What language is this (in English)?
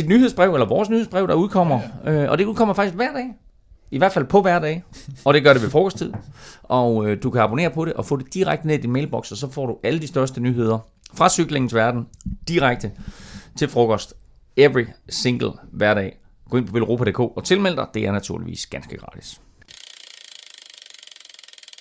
Danish